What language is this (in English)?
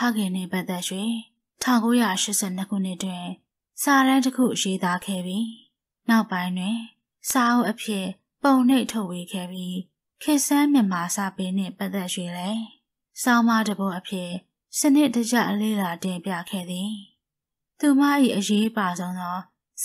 Burmese